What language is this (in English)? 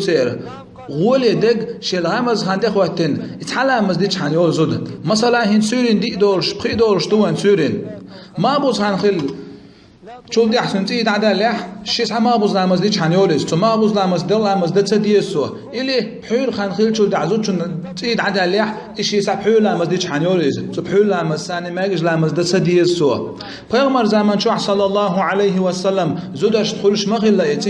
Chechen